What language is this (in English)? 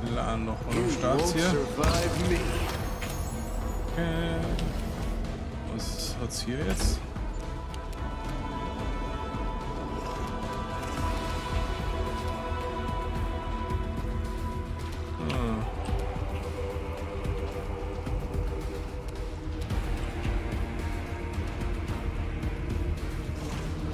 German